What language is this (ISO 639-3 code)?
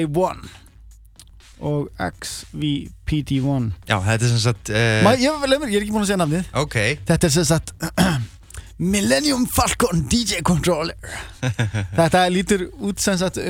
isl